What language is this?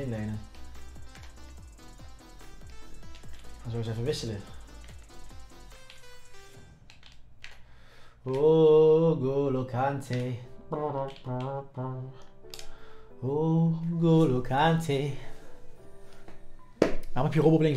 Dutch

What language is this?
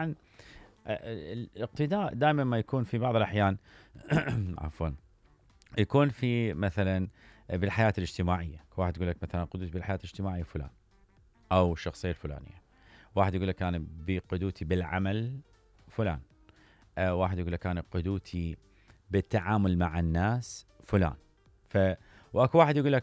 Mesopotamian Arabic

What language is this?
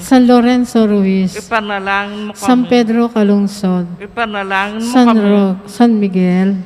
Pampanga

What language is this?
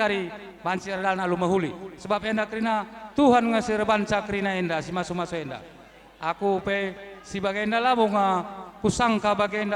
Batak Karo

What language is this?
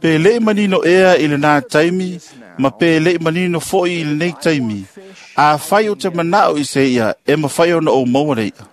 Samoan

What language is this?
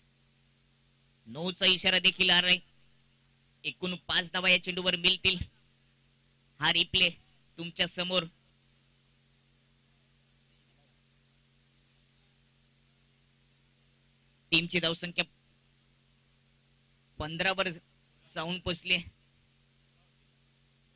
Marathi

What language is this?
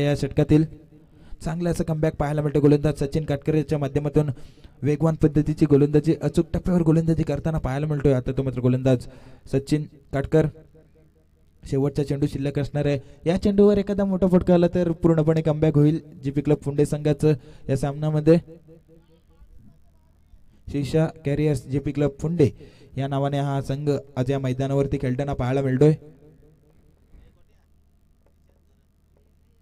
Marathi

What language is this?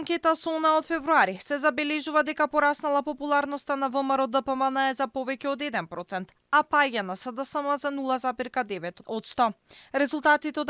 Macedonian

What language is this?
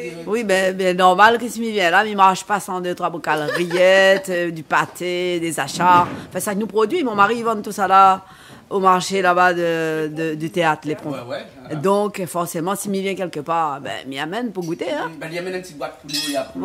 Réunion Creole French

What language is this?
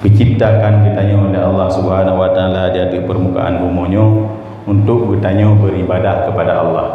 Achinese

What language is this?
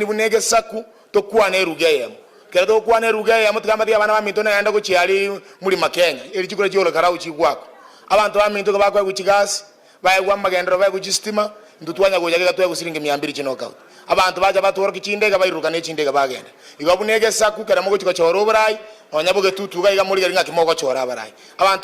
Gusii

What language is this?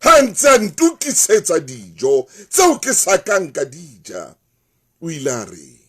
Southern Sotho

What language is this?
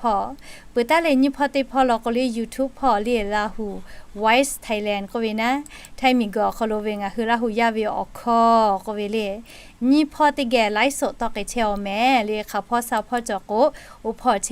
Lahu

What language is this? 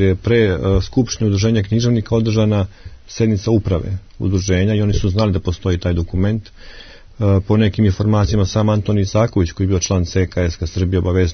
Serbian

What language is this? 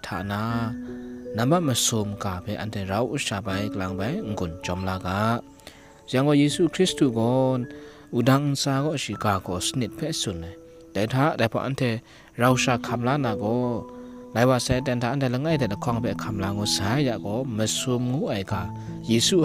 Kachin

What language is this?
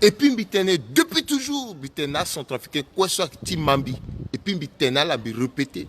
Sango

